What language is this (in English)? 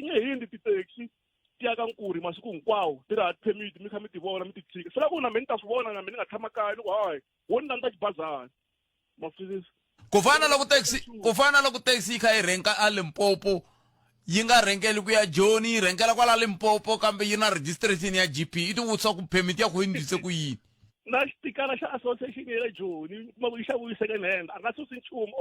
Tsonga